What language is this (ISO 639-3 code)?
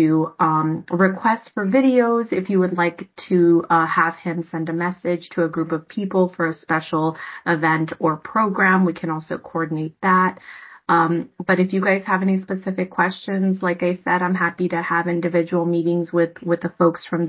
eng